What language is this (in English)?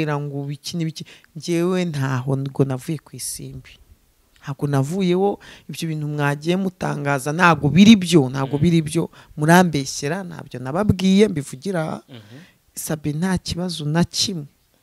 Kinyarwanda